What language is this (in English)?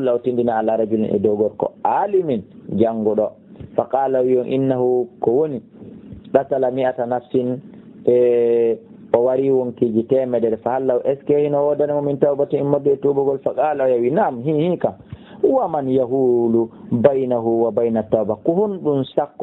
Fula